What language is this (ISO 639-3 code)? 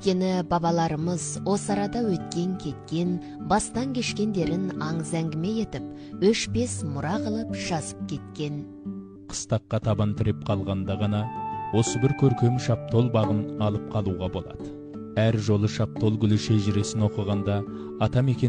kaz